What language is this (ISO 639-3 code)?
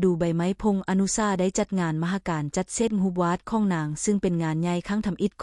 lao